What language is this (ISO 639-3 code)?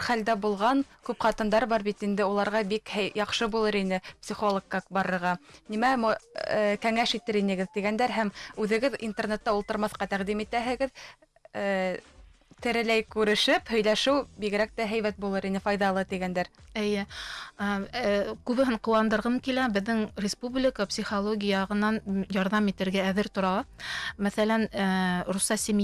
bak